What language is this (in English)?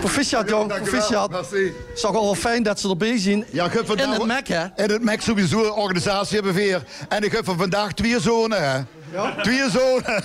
Limburgish